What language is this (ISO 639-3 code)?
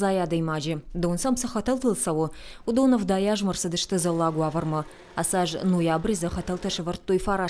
oss